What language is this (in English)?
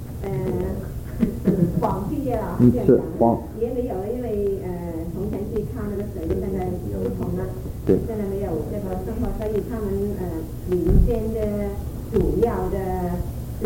Chinese